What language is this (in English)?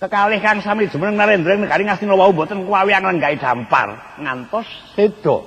Javanese